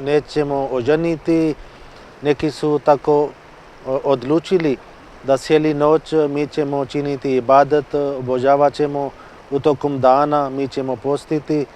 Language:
Bosnian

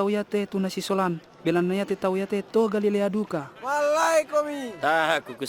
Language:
Toraja-Sa'dan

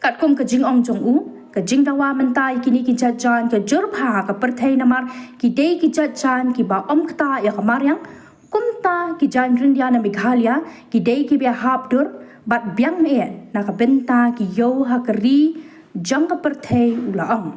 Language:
Khasi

